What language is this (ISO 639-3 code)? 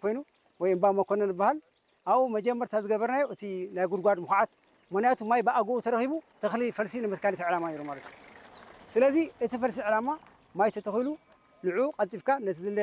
tir